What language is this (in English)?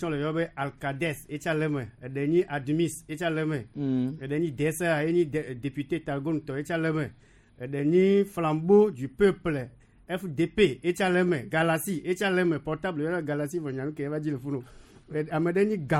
Gen